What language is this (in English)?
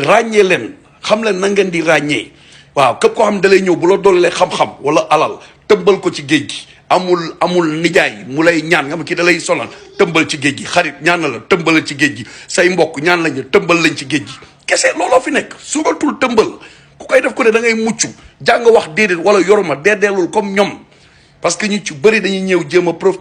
Wolof